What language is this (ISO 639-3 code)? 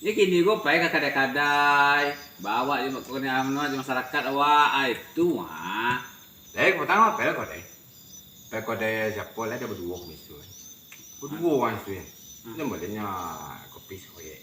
min